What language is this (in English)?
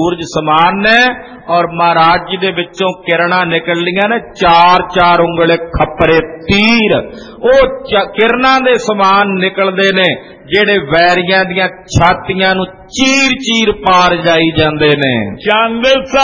Punjabi